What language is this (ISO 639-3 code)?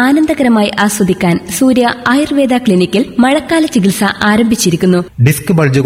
mal